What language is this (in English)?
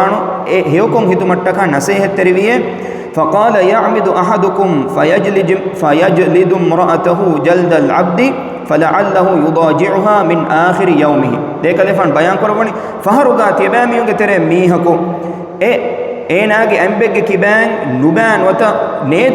Divehi